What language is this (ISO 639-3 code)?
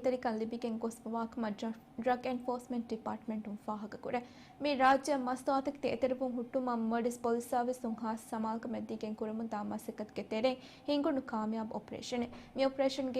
div